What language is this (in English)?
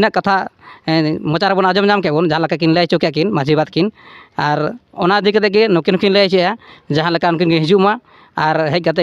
Santali